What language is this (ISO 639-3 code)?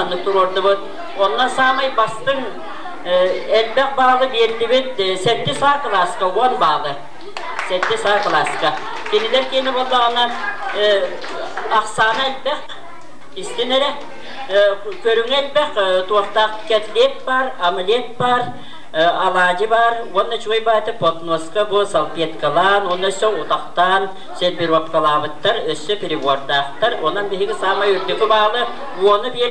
sah